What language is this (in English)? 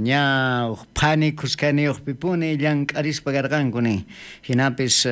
South Bolivian Quechua